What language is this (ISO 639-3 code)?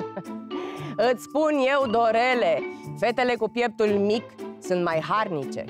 ron